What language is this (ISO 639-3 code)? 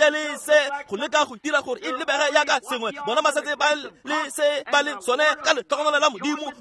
tsn